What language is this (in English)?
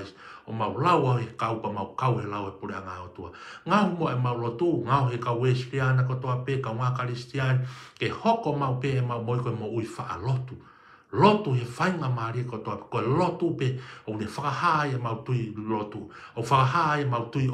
Tongan